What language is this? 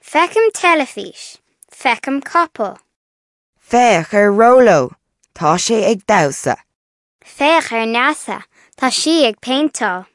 Irish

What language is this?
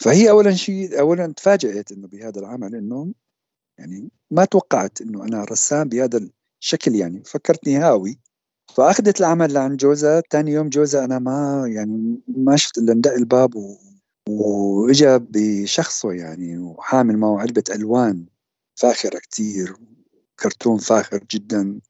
North Levantine Arabic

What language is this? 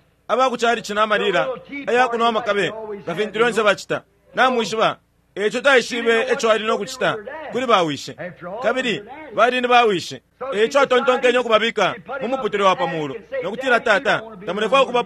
Bemba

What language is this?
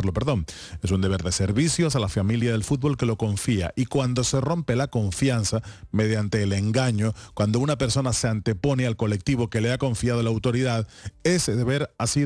Spanish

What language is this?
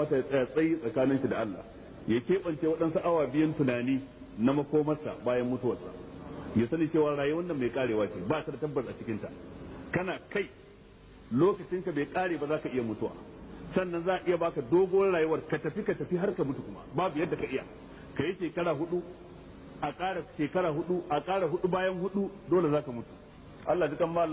Hausa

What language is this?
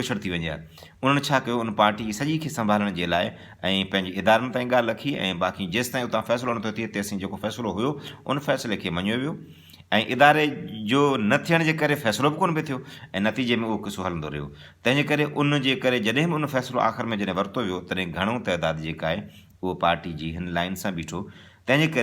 Sindhi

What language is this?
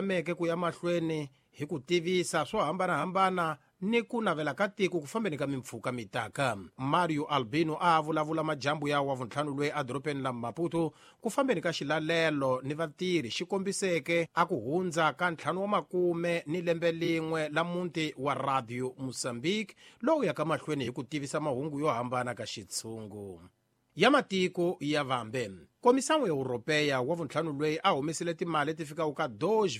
Tsonga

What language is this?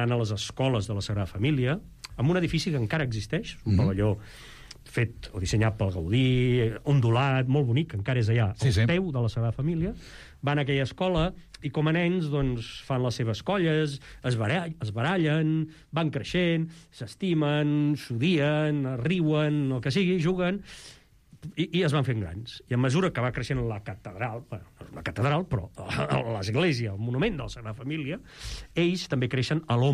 Catalan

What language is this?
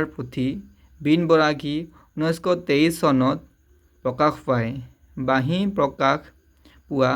Assamese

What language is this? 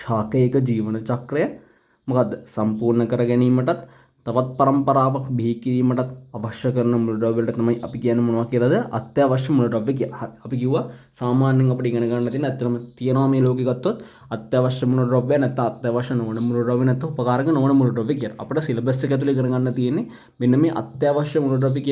Sinhala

